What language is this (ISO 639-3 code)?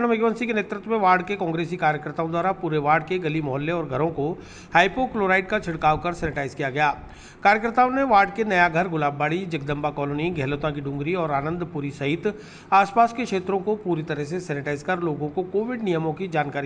hin